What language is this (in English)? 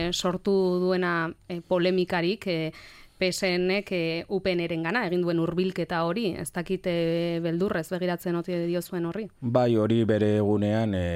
Basque